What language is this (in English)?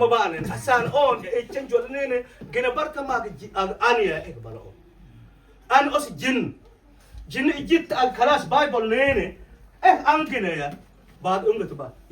Mabaan